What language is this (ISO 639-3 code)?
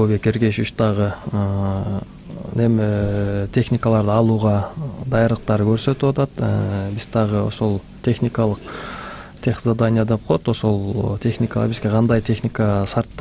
kir